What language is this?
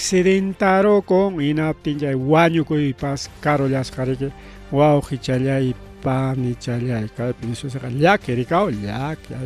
Ayacucho Quechua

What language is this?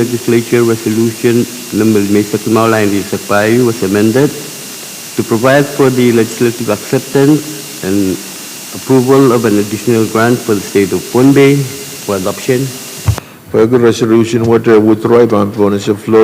Pohnpeian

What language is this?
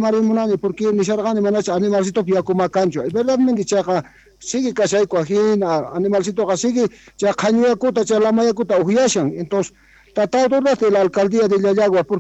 South Bolivian Quechua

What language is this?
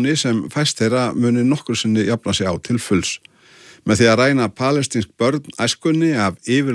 Icelandic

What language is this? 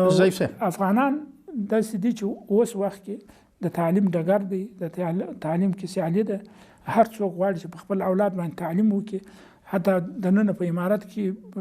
Pashto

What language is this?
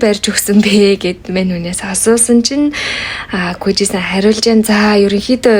Mongolian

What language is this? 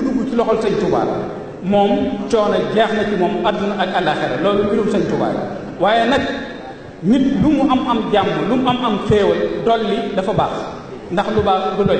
Wolof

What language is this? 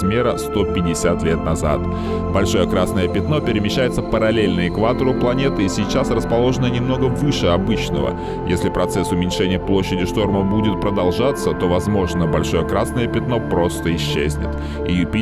Russian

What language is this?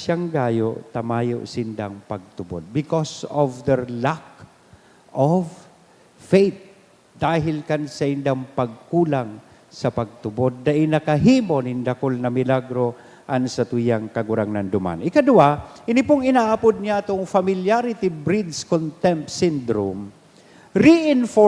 Bikol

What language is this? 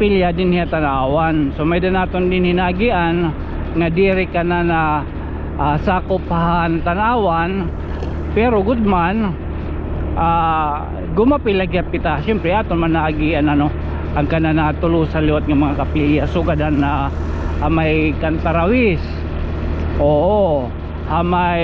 Waray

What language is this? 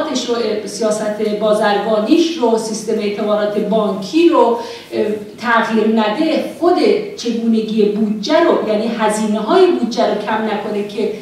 Persian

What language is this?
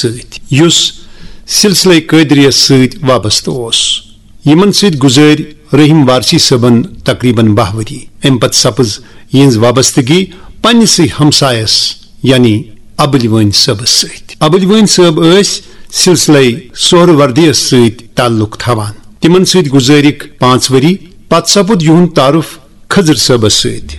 Kashmiri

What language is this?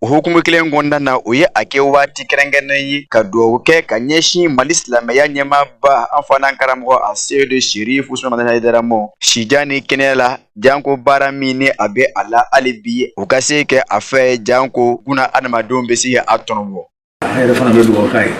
Bambara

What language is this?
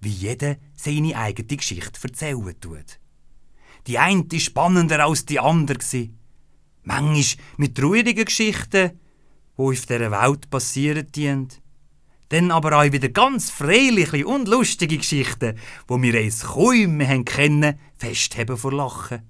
Swiss German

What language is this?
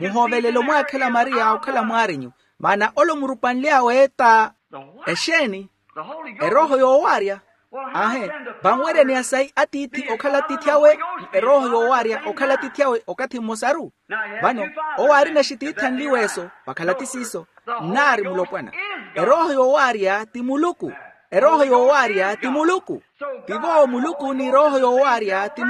Makhuwa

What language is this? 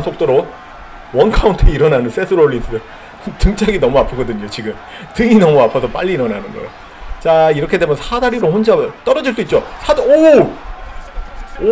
Korean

